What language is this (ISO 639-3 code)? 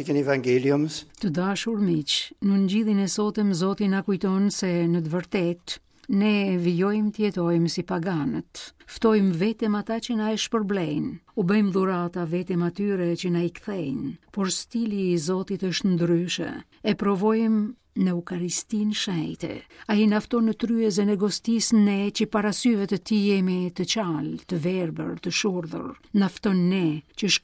sqi